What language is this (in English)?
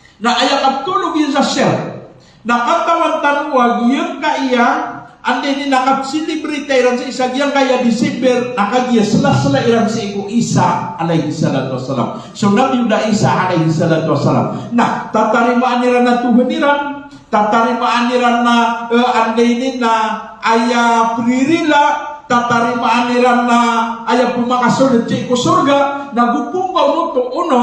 Maranao